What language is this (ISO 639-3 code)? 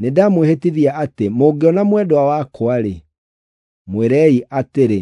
kik